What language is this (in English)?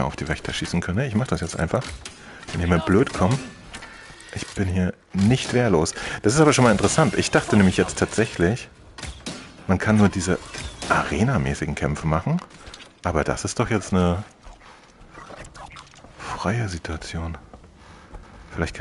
German